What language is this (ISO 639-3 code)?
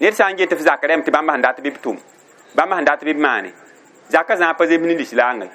mos